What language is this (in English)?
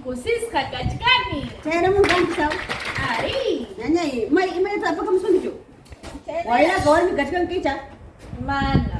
Ayacucho Quechua